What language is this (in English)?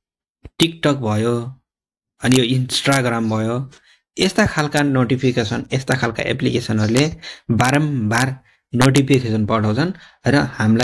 Nepali